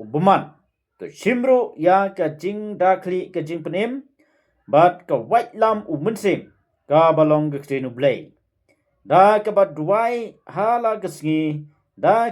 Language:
Khasi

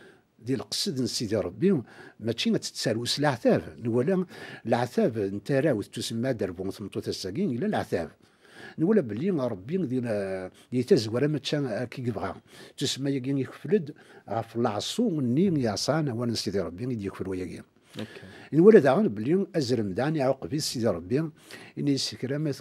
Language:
Kabyle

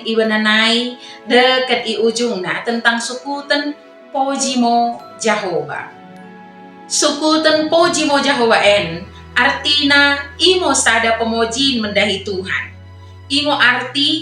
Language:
Batak Dairi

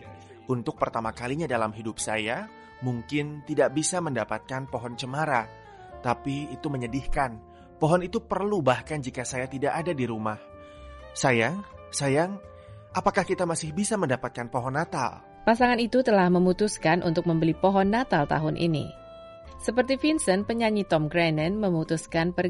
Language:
Indonesian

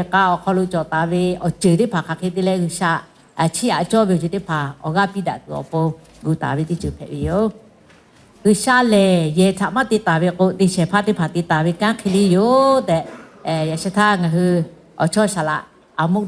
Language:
Lahu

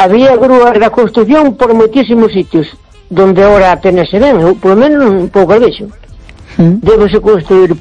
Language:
Galician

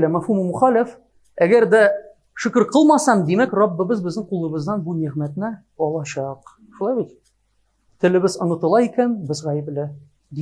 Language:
Tatar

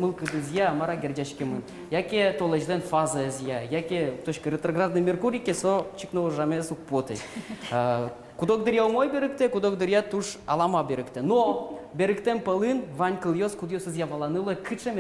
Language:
Udmurt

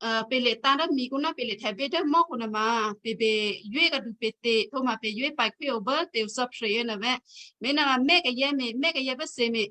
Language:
Western Kayah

